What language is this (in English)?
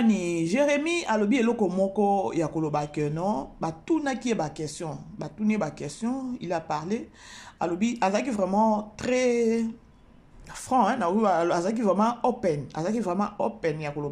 Lingala